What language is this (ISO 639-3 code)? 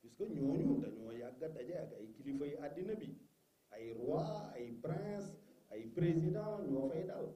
wol